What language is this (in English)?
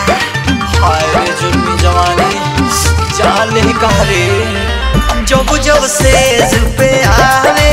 Bhojpuri